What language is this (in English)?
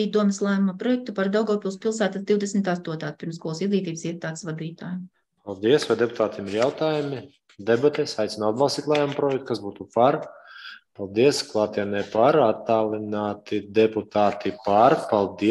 Latvian